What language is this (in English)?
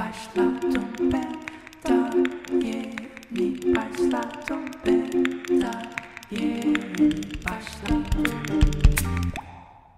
Turkish